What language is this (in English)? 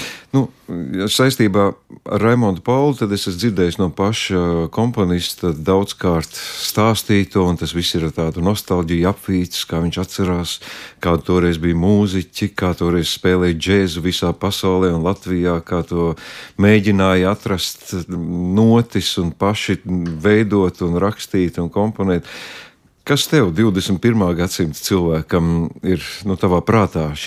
Latvian